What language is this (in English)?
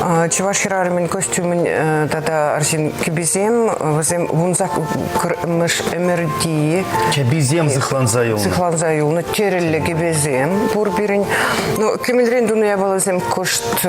Chuvash